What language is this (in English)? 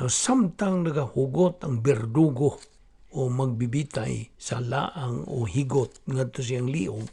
Cebuano